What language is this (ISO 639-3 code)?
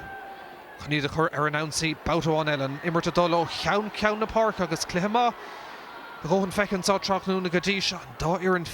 gle